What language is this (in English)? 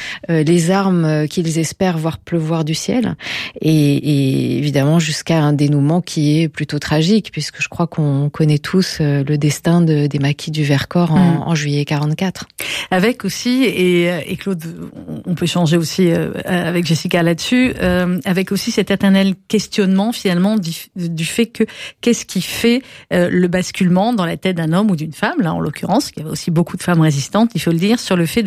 French